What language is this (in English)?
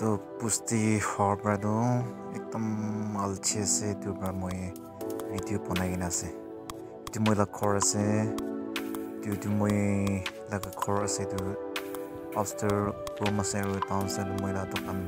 Naga Pidgin